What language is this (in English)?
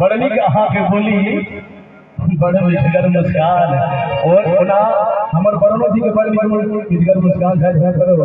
Maithili